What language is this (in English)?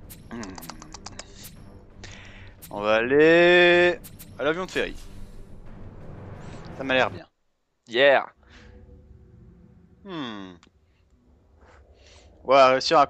French